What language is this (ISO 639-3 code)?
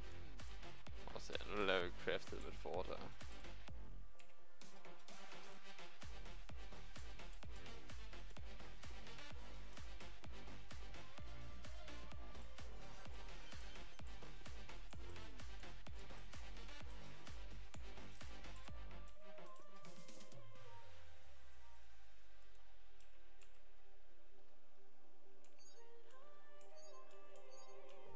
dan